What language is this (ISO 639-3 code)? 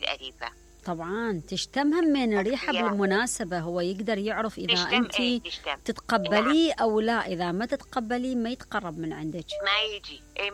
acm